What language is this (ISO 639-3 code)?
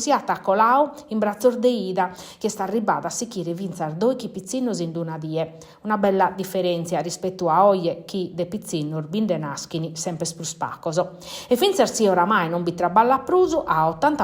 srd